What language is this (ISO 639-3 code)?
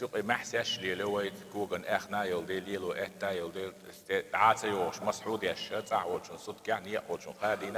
che